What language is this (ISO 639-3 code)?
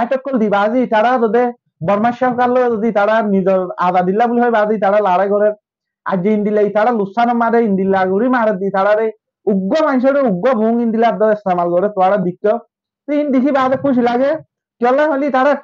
rhg